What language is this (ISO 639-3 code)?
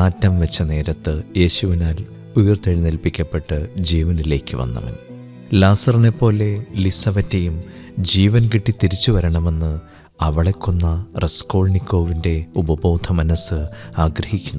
mal